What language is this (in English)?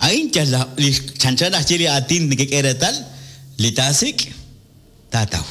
Kekchí